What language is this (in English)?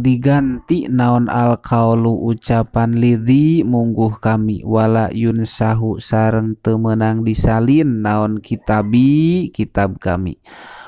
Sundanese